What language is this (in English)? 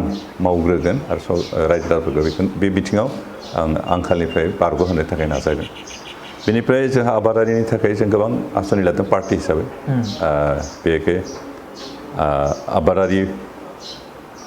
Bodo